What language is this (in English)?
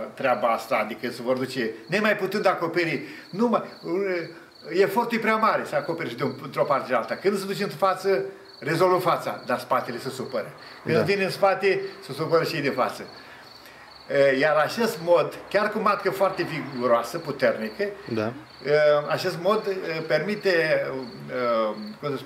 Romanian